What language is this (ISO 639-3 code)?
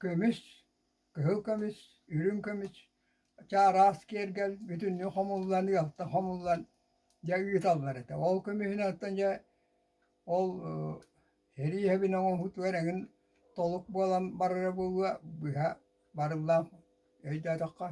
sah